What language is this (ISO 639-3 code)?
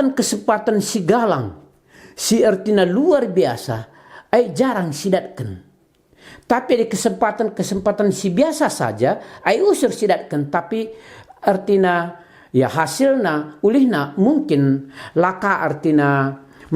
btx